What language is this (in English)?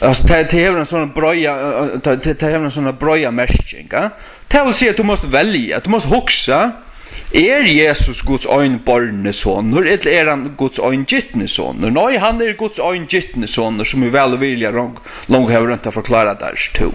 Faroese